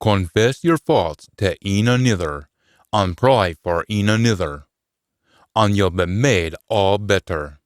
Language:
Scots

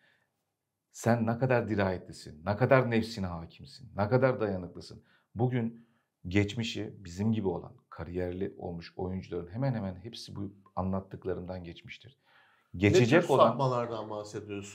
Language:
Turkish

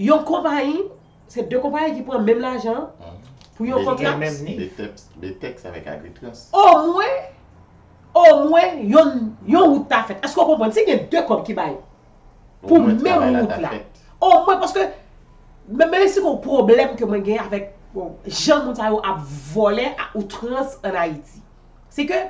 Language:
Haitian Creole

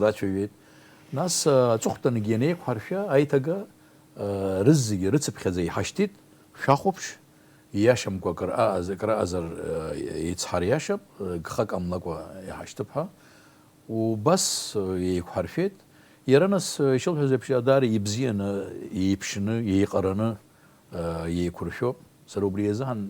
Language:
Abkhazian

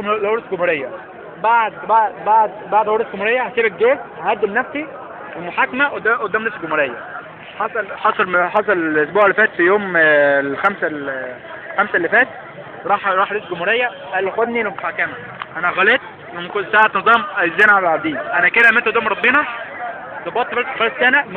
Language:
Egyptian Arabic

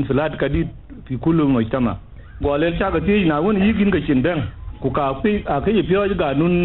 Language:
Dinka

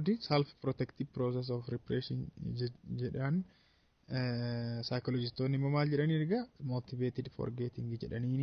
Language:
Oromo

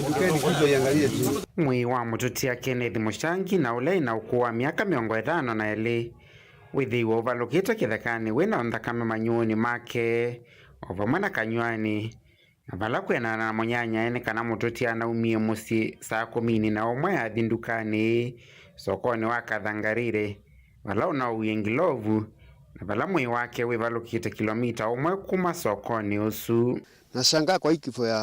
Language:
Kamba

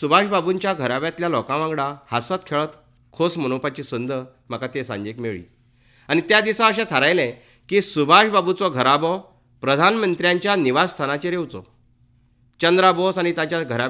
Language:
Konkani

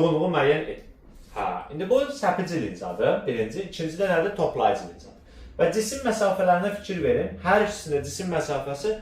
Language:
Azerbaijani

